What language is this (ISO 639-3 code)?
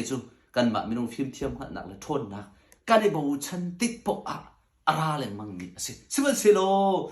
cnh